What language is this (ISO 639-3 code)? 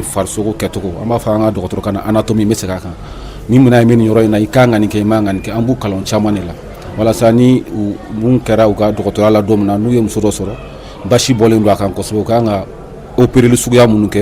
bam